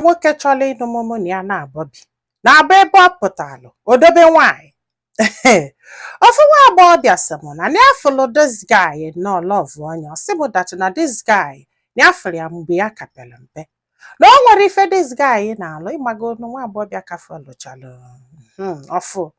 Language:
Igbo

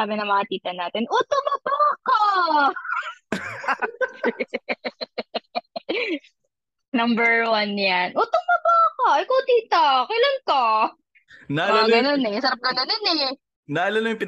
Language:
Filipino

